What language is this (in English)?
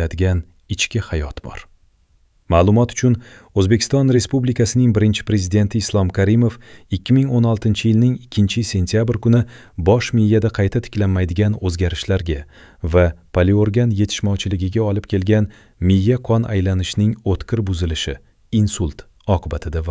Uzbek